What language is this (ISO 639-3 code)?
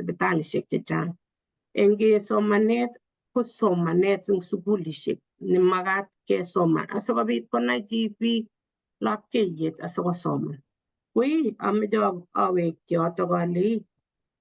kln